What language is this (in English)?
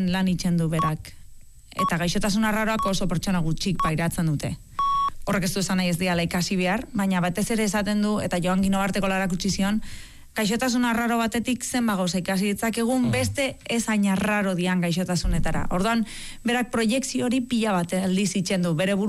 Basque